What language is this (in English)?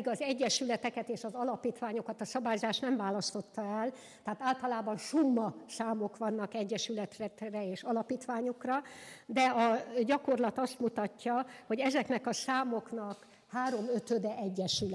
Hungarian